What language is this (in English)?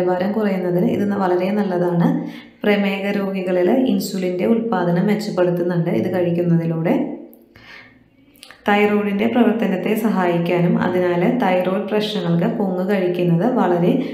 Malayalam